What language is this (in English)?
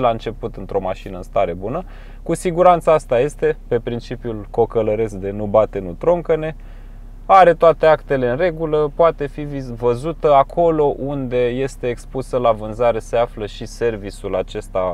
Romanian